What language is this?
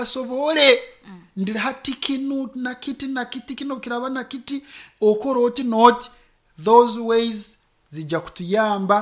Nyoro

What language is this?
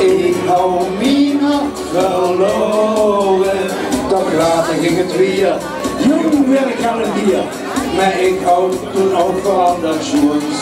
Limburgish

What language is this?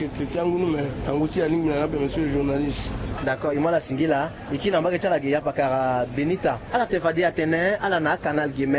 Sango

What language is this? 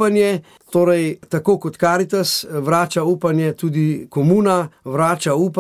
Slovenian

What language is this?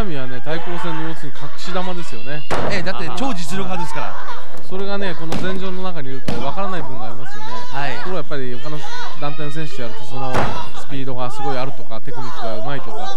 Japanese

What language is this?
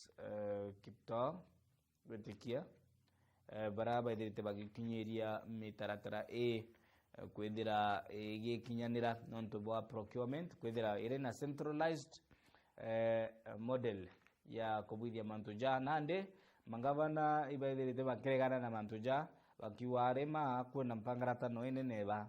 Meru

